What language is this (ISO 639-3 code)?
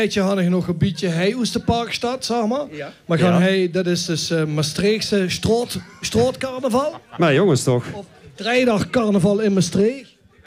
lim